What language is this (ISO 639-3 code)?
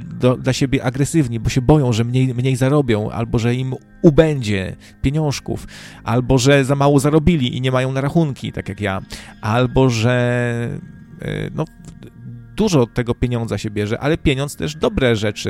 pol